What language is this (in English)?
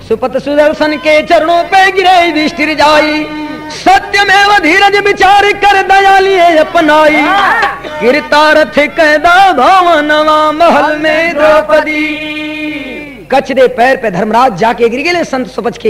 Bhojpuri